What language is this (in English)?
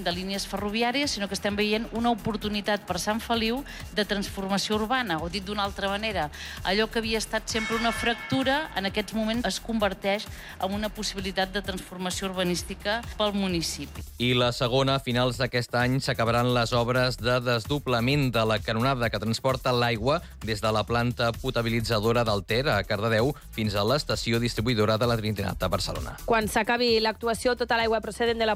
Catalan